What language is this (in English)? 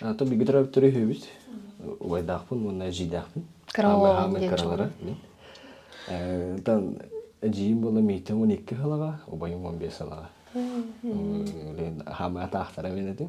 Yakut